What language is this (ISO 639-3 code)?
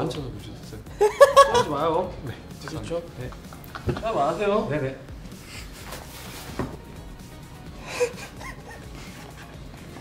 kor